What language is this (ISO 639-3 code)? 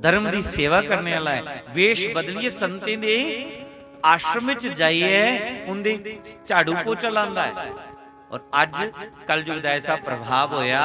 doi